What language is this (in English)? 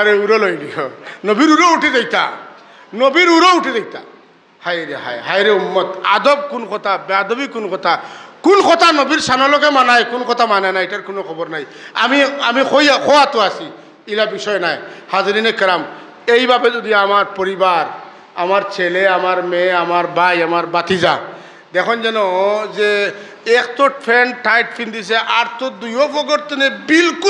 Sylheti